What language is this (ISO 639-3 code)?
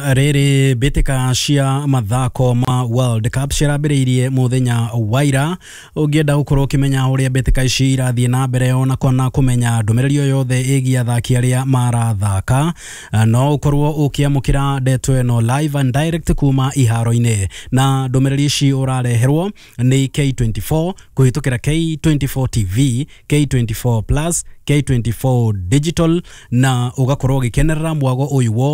kik